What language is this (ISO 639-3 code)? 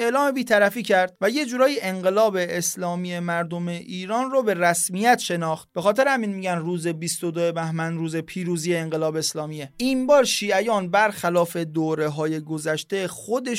fas